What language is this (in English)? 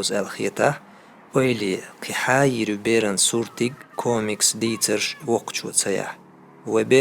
Chechen